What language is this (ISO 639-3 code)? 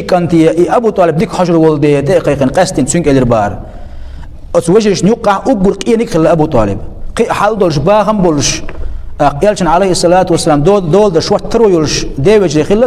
che